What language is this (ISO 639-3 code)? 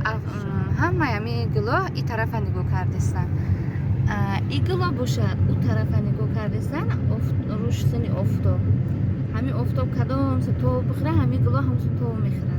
tgk